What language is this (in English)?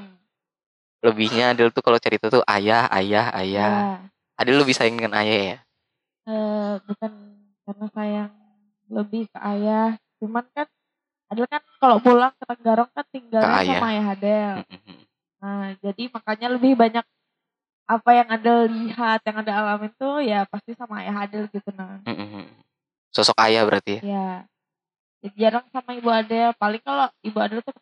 Indonesian